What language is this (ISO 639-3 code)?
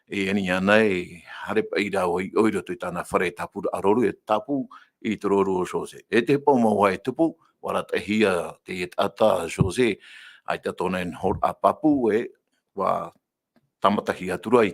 tah